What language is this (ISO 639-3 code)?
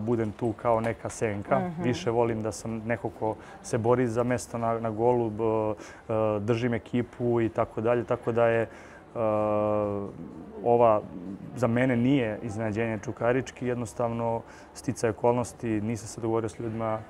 srp